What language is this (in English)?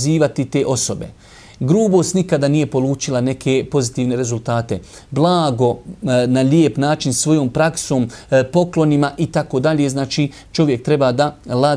Bosnian